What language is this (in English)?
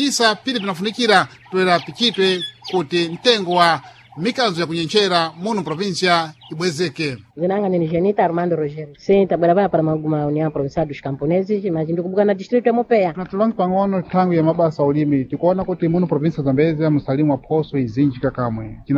Sena